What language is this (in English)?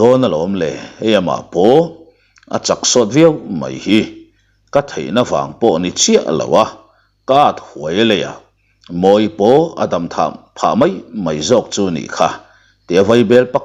Mizo